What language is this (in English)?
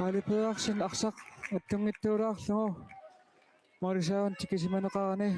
Kalaallisut